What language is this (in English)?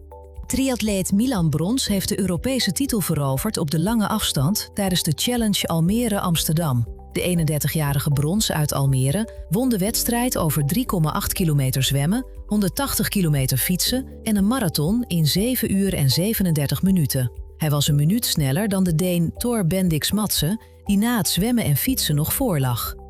Dutch